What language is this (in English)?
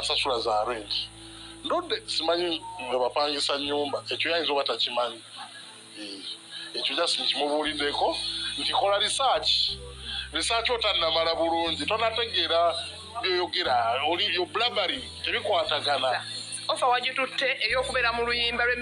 Ganda